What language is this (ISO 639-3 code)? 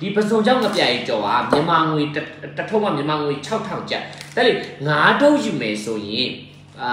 mya